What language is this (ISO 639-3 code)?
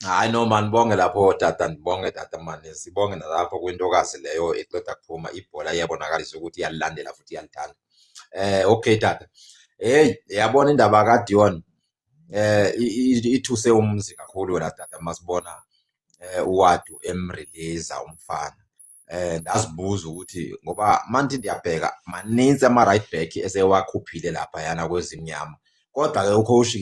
zul